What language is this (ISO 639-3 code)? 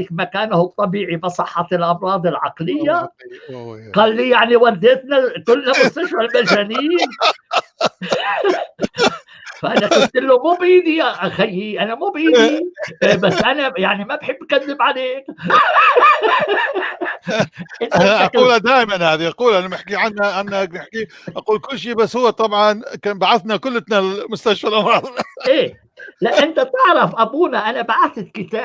apc